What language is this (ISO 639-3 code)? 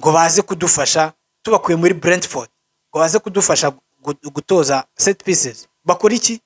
kin